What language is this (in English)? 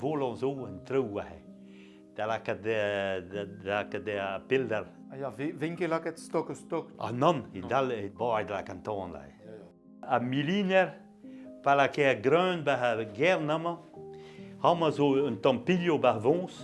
Breton